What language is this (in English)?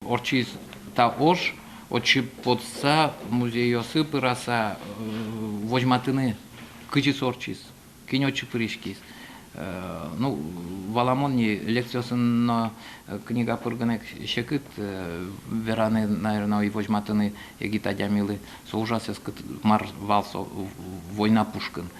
Udmurt